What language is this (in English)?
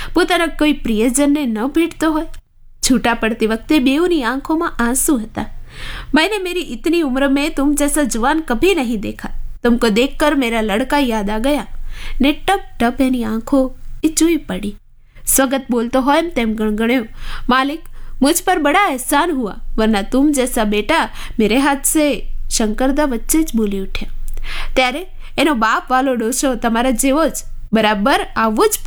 Gujarati